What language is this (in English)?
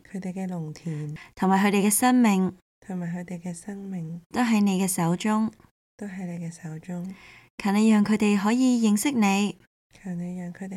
Cantonese